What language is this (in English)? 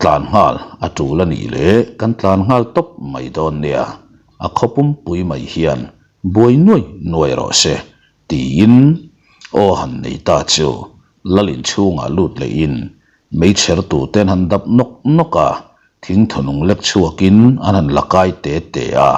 Mizo